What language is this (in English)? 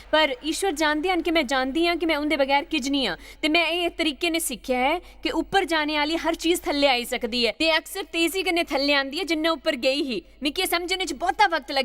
Dogri